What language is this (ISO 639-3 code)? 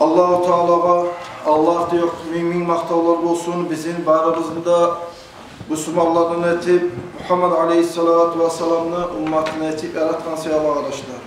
kum